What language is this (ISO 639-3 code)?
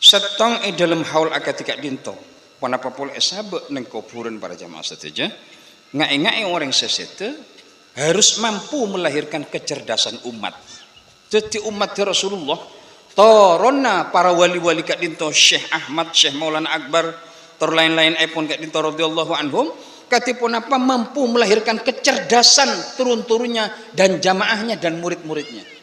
mad